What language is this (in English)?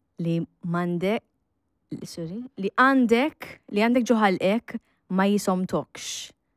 Maltese